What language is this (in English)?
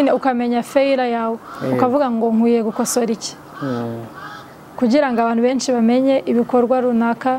Kinyarwanda